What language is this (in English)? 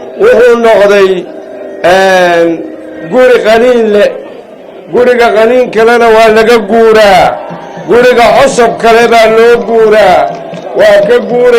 Somali